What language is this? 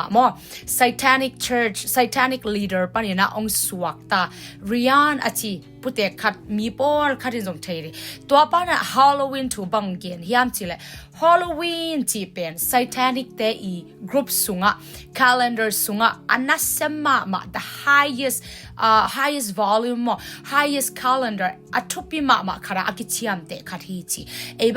Tedim Chin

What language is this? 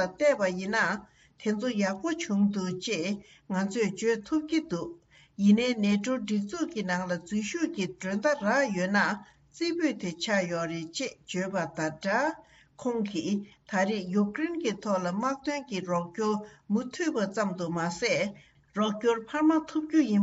Tibetan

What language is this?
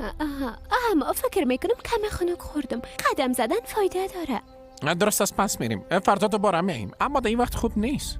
Persian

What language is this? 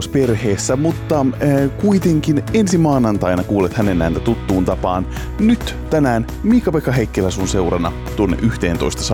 Finnish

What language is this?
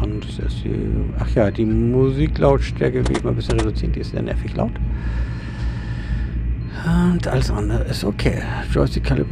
German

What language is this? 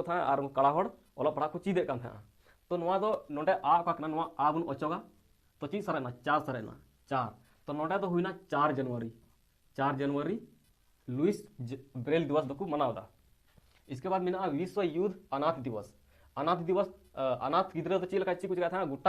Santali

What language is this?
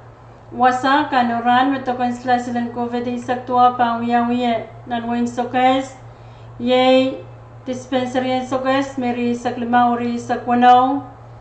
Pohnpeian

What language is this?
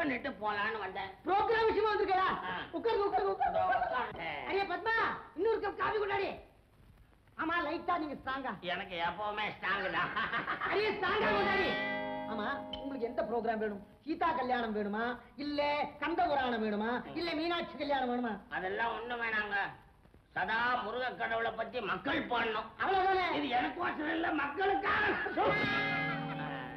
Tamil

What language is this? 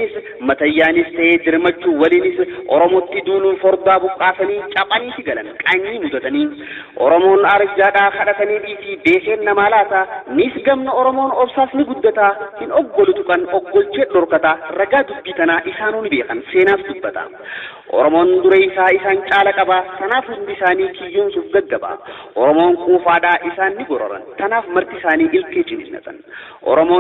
Oromo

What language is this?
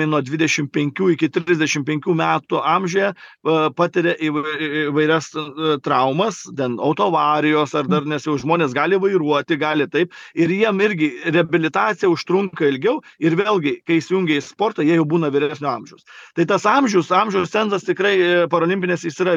Lithuanian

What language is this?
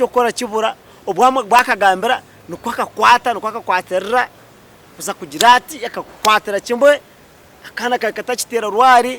Nyankole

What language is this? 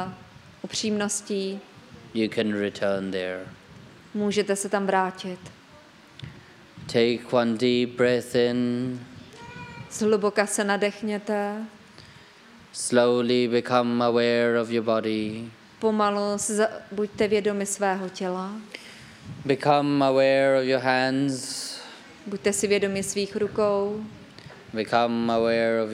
Czech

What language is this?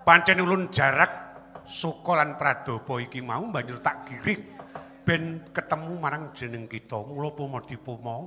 Javanese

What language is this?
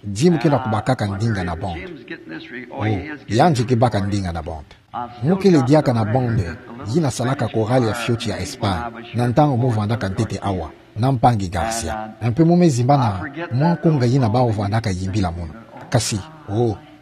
Kituba (Democratic Republic of Congo)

